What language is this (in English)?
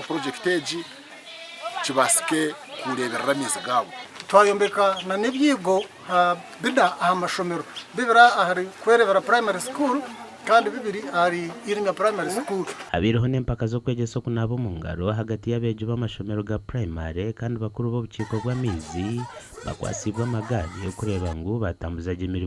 Nyankole